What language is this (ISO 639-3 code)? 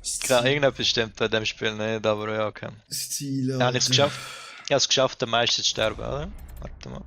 gsw